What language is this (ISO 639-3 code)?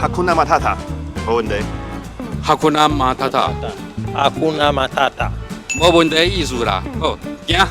nan